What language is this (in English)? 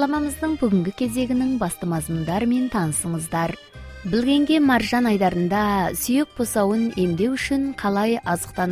Kazakh